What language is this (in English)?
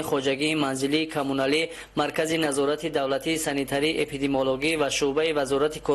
Tajik